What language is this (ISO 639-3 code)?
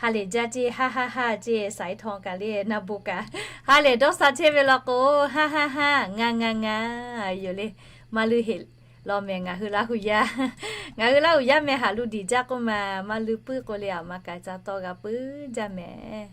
lhu